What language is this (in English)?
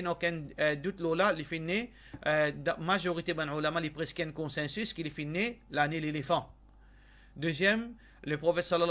Morisyen